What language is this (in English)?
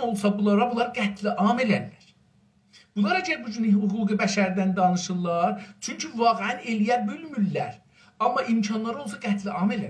South Azerbaijani